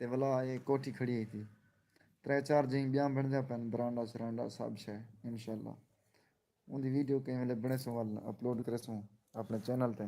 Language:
Saraiki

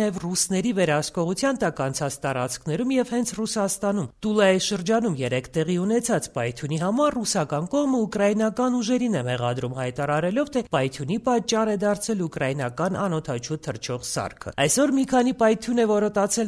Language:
Armenian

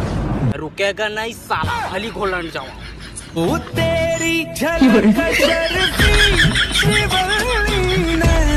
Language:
Chhattisgarhi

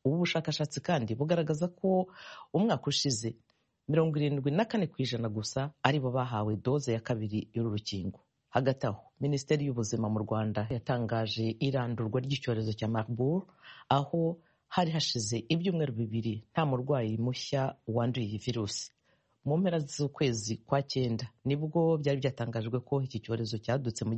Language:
Kinyarwanda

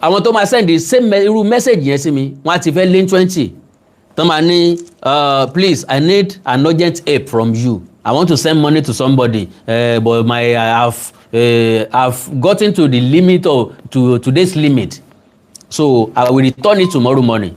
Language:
Yoruba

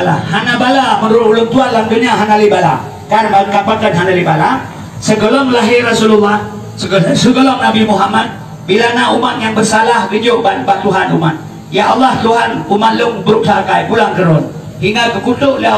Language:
Achinese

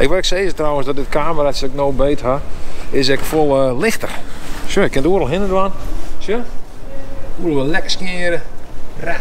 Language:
Western Frisian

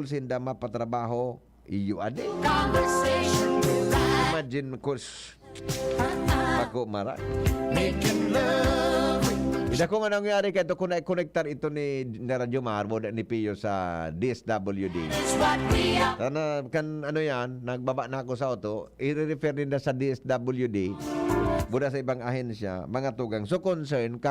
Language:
Bikol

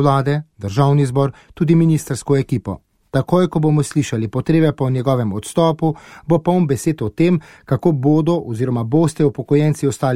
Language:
Slovenian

